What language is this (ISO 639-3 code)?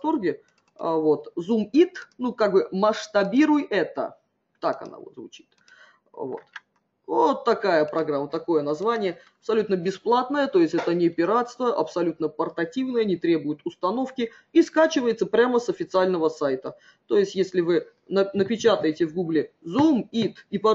rus